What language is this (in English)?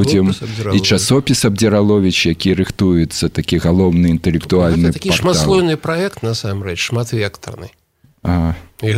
Belarusian